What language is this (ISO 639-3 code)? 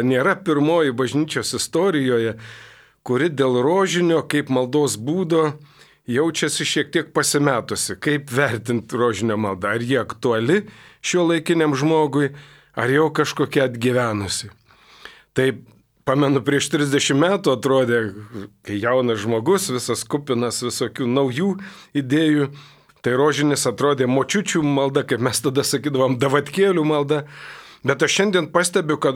lit